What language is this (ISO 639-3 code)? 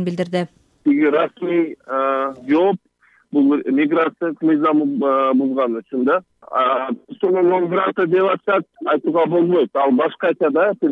kir